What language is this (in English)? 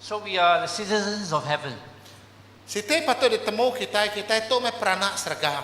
Iban